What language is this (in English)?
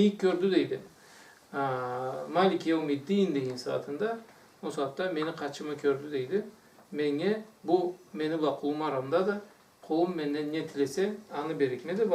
Karachay-Balkar